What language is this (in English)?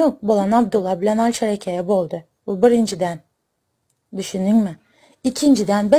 Turkmen